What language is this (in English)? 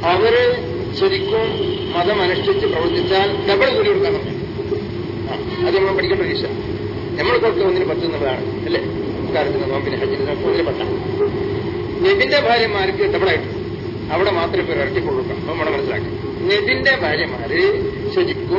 Malayalam